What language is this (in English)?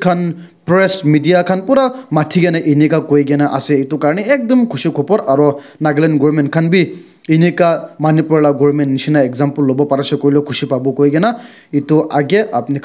Naga Pidgin